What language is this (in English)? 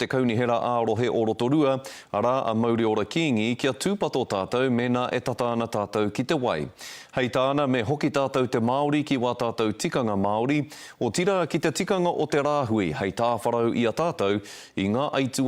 Māori